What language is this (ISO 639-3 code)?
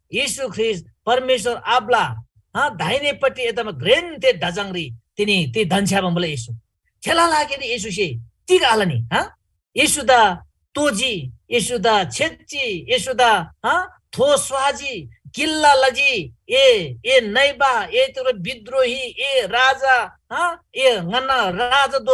taj